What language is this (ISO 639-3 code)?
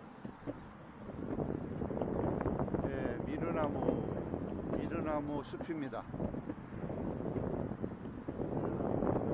kor